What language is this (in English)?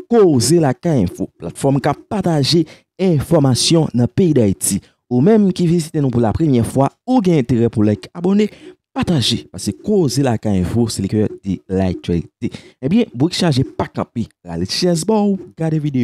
Haitian Creole